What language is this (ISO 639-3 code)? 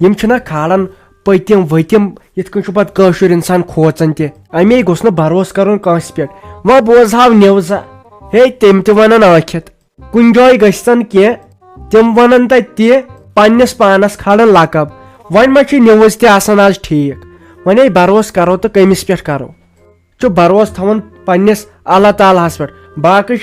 kas